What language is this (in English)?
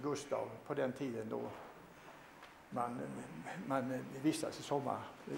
Swedish